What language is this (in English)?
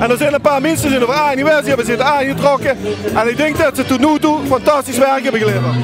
Limburgish